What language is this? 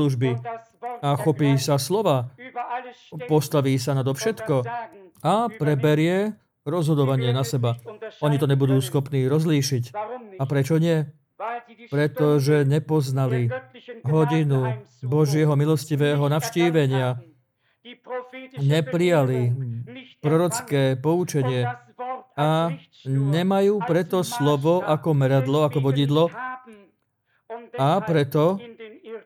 Slovak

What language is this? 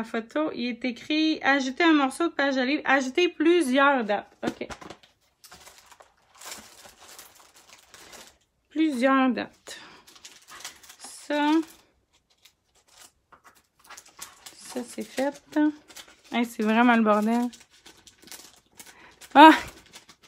French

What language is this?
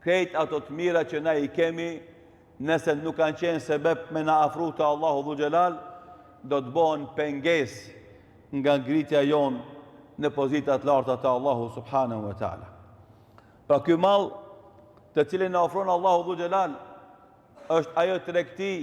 Albanian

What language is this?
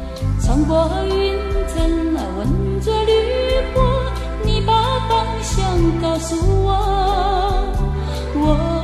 Chinese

